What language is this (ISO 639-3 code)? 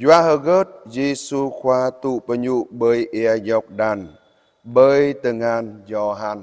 jra